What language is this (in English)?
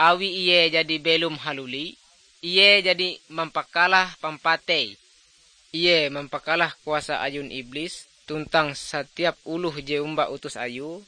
Ngaju